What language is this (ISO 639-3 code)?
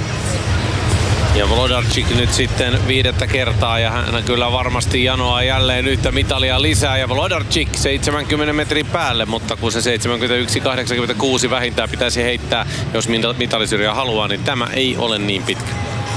fin